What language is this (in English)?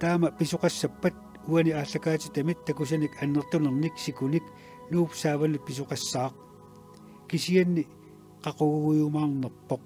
Kalaallisut